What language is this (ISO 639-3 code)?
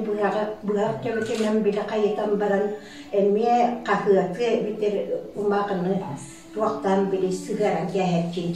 sah